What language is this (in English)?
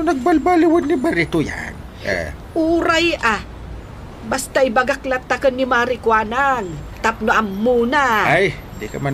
Iloko